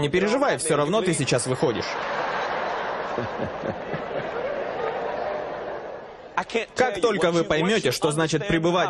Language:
Russian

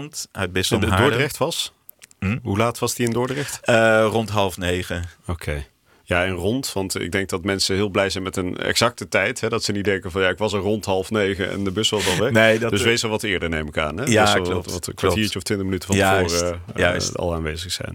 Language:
Dutch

